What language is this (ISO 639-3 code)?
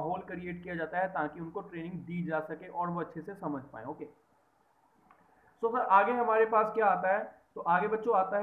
hin